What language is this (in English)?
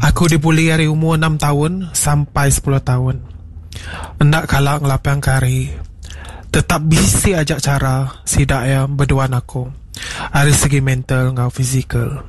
Iban